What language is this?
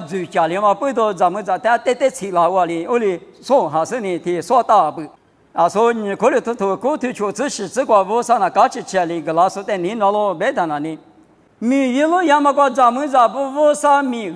Lisu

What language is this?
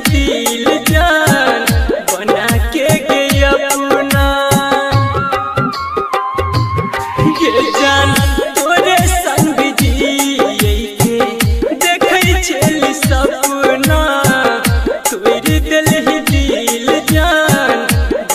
Bhojpuri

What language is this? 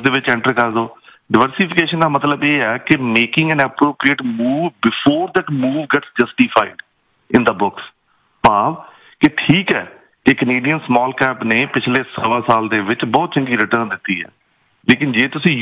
Punjabi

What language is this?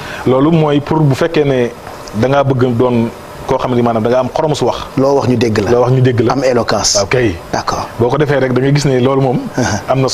Wolof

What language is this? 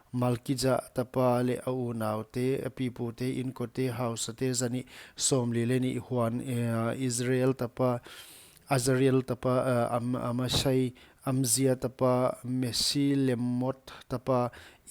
Paite Chin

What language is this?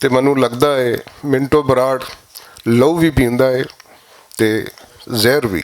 Western Panjabi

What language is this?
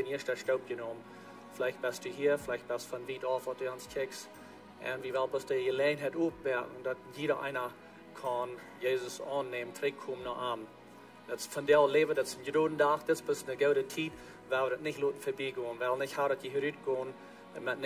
Plautdietsch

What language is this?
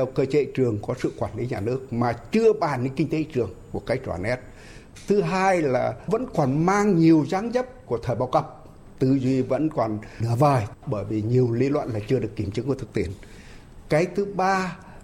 Vietnamese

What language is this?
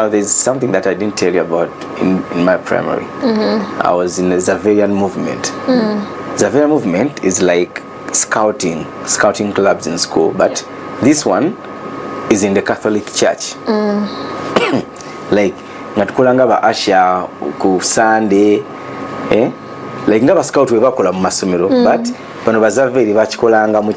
Ganda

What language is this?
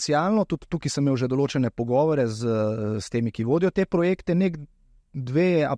Slovenian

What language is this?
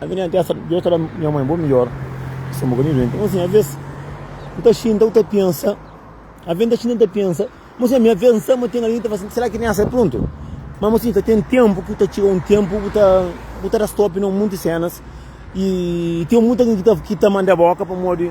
Kabuverdianu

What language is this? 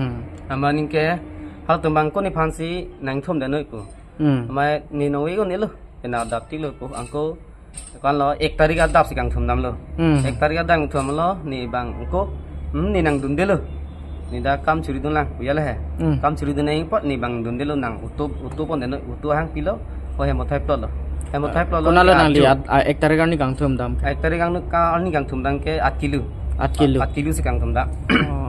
Karbi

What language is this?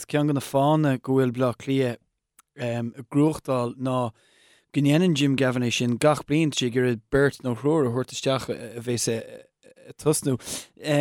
Irish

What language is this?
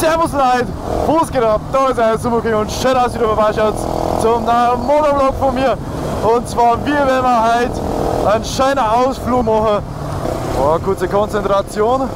Bavarian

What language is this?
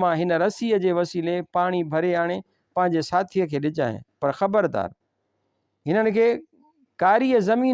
Sindhi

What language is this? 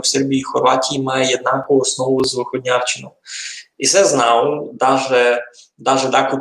Rusyn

